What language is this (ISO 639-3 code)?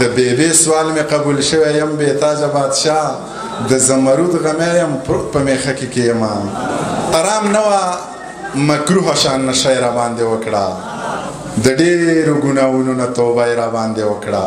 pus